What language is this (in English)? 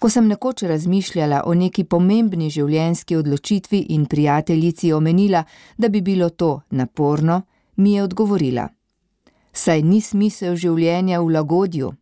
Slovenian